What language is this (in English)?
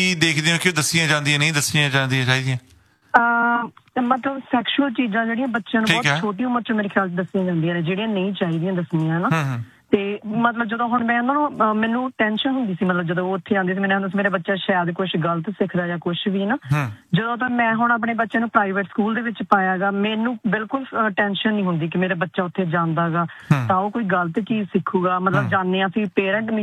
Punjabi